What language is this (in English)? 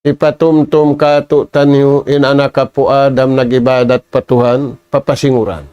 Tausug